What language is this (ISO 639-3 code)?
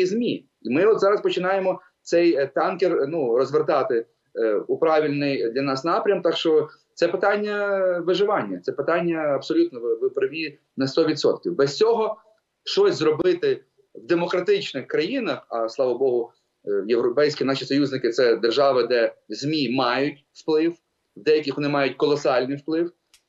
ukr